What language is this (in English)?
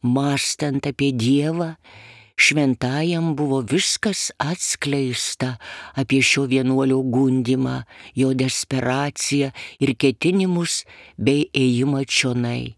Lithuanian